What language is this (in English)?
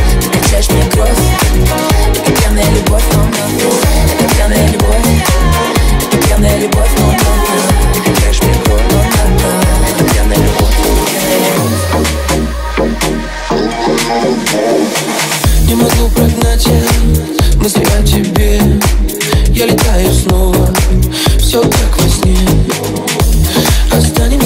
Russian